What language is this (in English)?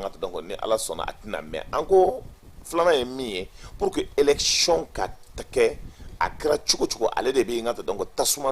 Bambara